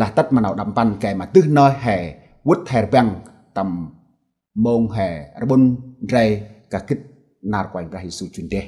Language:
Central Mnong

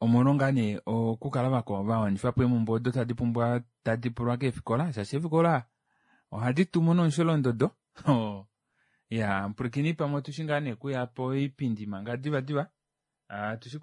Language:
Kuanyama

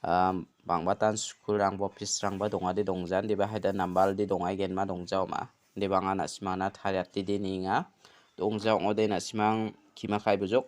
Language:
Garo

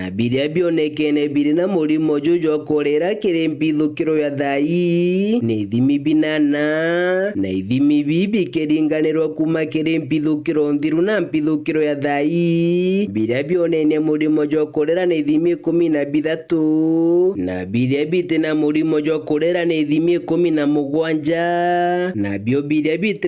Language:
Meru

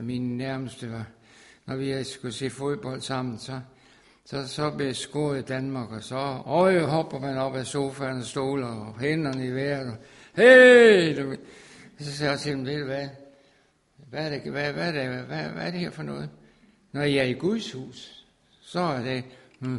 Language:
Danish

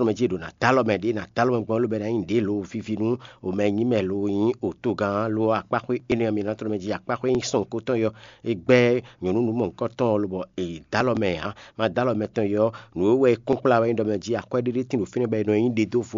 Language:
Fon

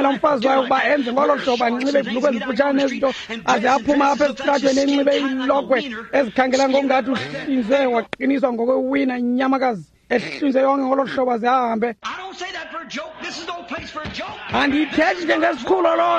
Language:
Xhosa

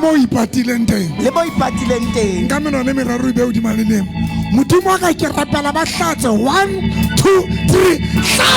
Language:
Southern Sotho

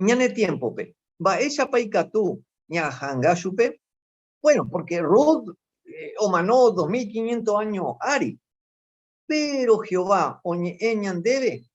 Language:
Guarani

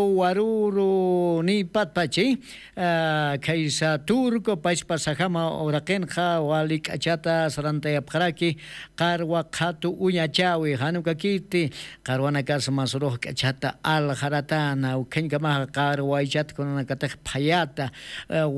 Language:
Aymara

